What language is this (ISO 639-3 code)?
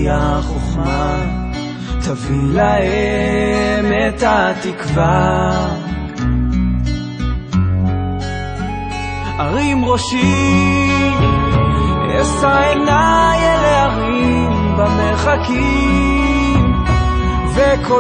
heb